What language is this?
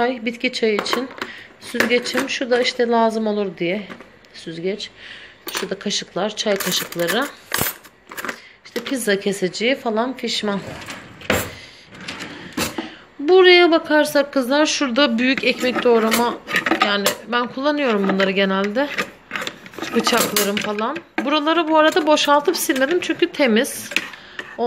Turkish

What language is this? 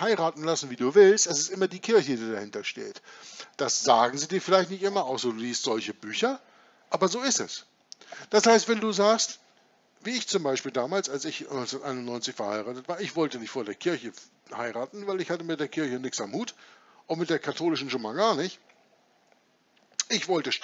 German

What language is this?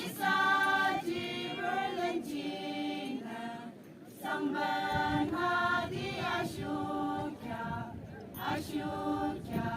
Yimchungru Naga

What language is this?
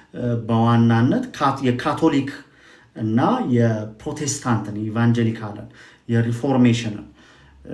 Amharic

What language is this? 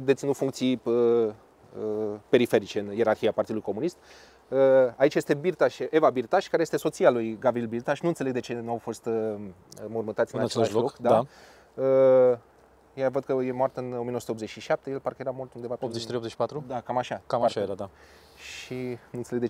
Romanian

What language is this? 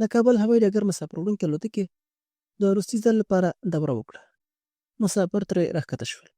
Pashto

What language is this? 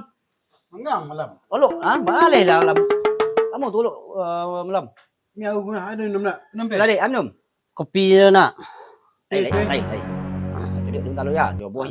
Minangkabau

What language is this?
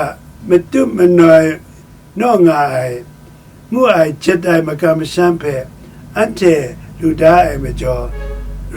Kachin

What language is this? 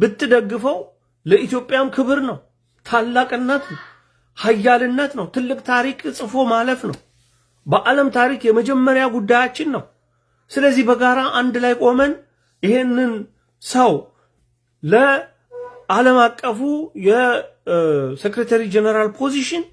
Amharic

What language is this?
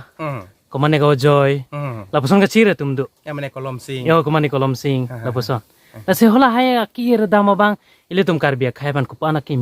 Karbi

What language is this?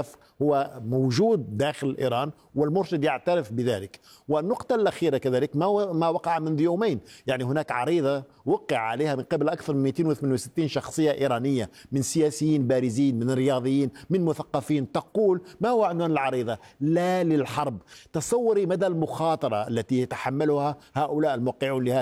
Arabic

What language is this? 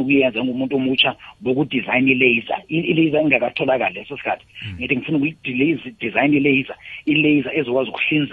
South Ndebele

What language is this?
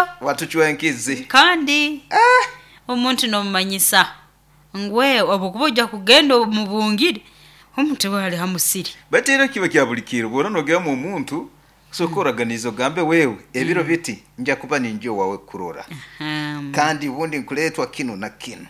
Nyoro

